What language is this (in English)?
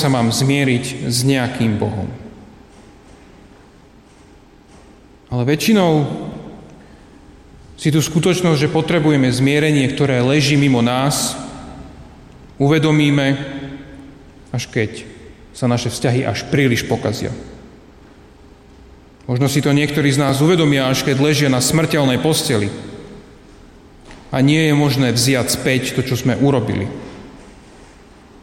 Slovak